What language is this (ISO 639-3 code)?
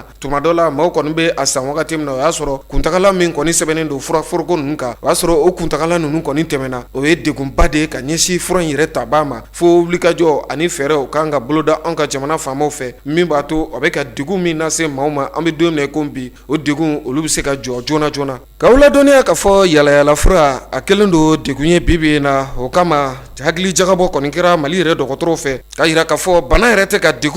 bam